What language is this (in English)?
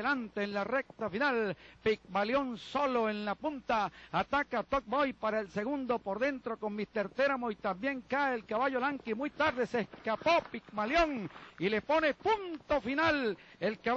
Spanish